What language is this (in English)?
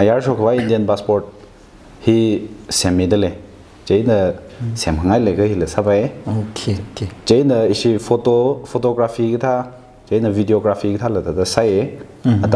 Tangkhul Naga (India)